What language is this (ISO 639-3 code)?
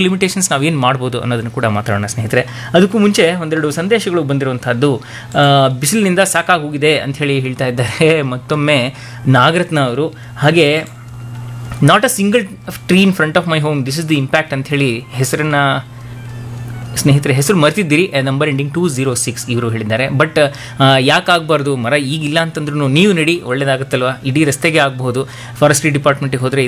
kan